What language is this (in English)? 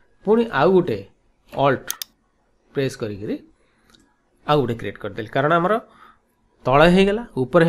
Odia